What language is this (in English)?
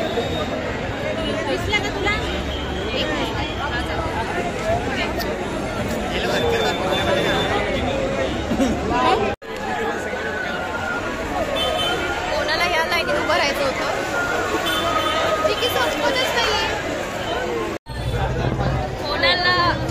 Marathi